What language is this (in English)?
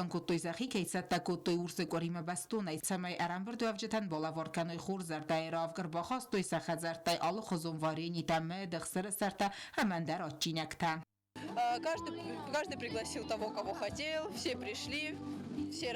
Ossetic